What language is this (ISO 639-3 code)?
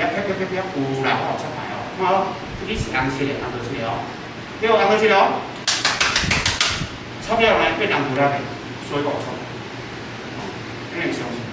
nan